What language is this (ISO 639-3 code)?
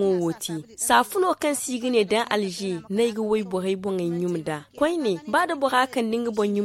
dje